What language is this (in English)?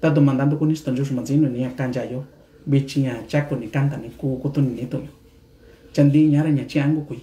Mixtepec Mixtec